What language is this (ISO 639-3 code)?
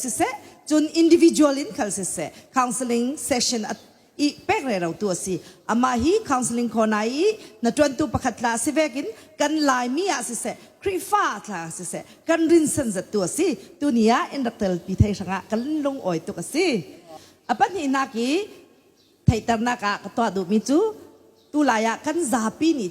cfm